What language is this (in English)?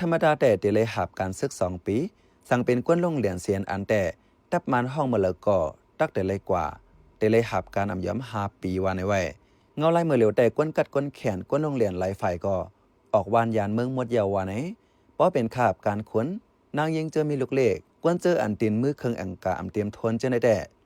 Shan